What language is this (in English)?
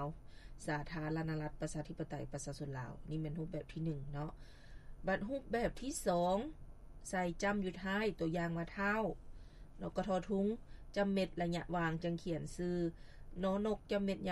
Lao